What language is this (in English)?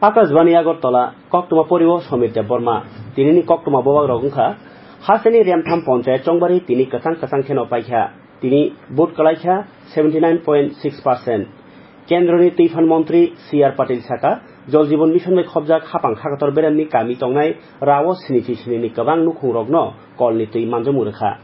Kok Borok